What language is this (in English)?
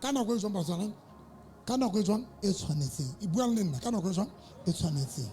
Southern Sotho